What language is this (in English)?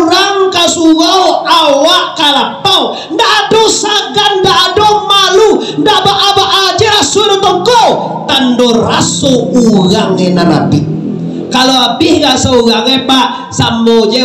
Minangkabau